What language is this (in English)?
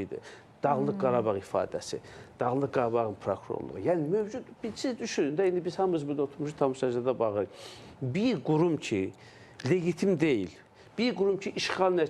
Azerbaijani